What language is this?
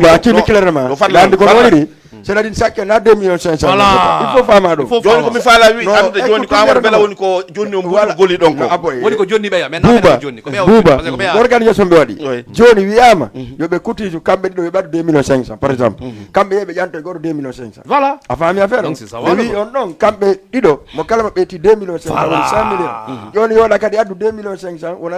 Fula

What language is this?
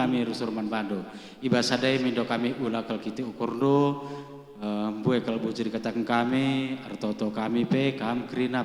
Batak Karo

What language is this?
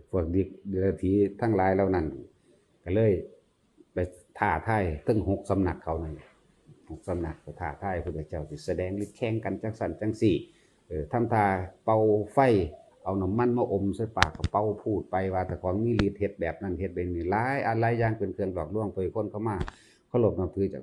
Northeastern Thai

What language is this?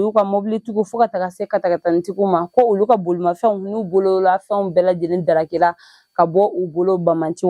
Bambara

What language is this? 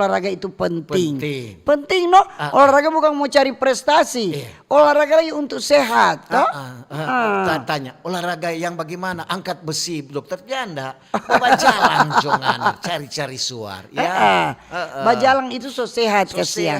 Manado Malay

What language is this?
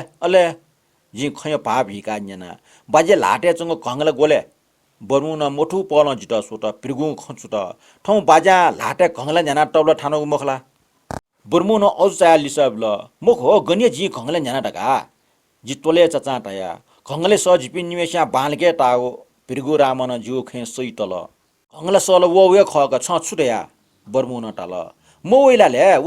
Newari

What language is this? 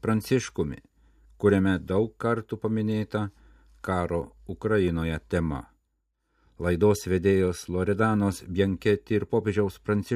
Lithuanian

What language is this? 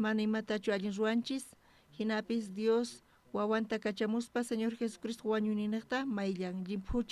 South Bolivian Quechua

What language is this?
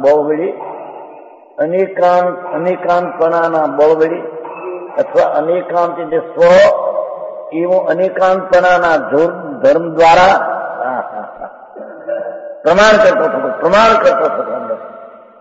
Gujarati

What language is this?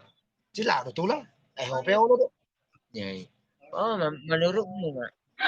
Batak Toba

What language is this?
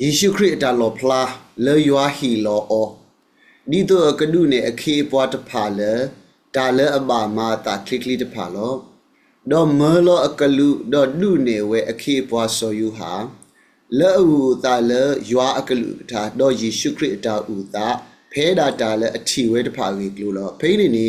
S'gaw Karen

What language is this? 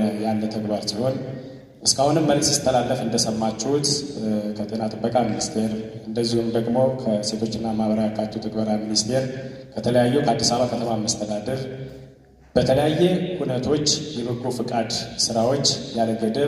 Amharic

